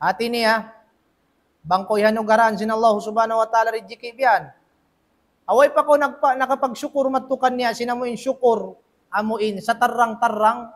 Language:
Tausug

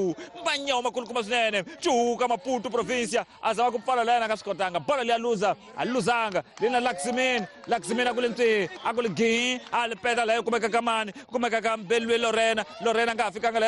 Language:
Tsonga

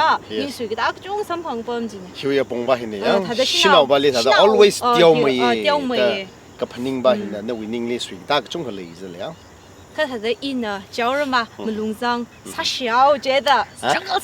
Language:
Tangkhul Naga (India)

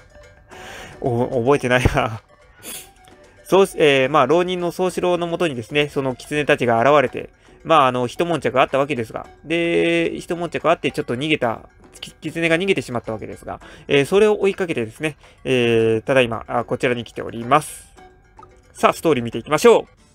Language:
Japanese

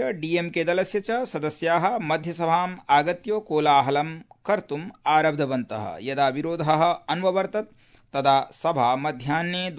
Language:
Sanskrit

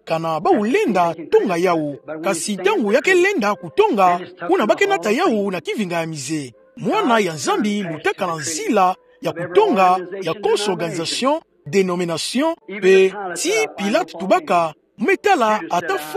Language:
Kituba (Democratic Republic of Congo)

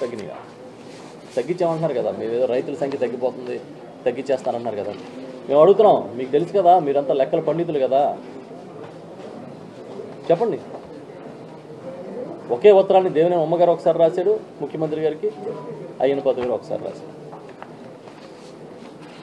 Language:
Telugu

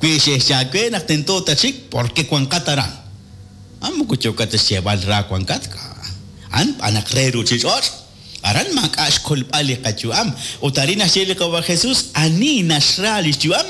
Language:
Kekchí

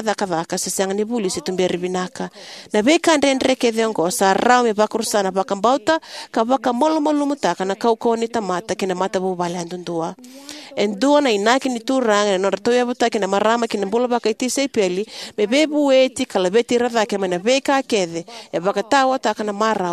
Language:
Fijian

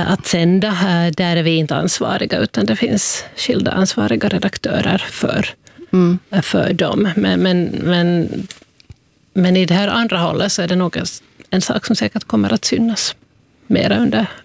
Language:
Swedish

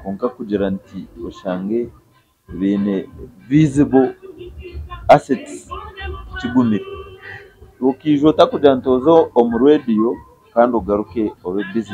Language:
Nyankole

